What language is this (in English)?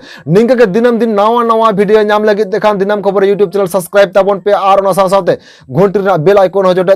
Santali